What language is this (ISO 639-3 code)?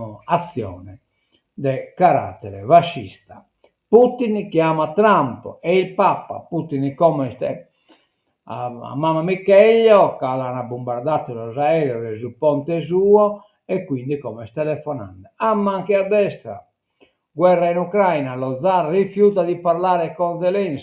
srd